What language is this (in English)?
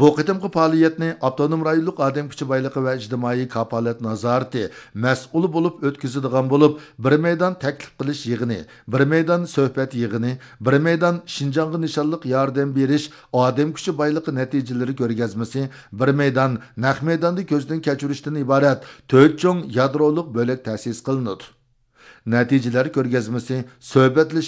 Uyghur